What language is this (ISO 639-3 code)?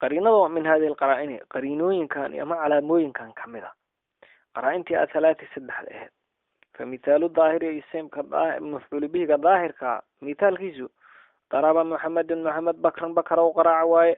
som